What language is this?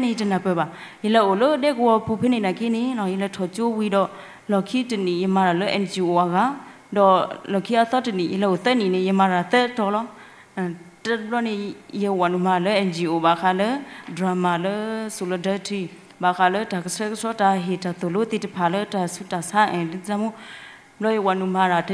S'gaw Karen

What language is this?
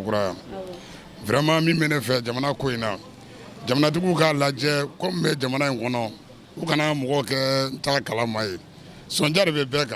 Bambara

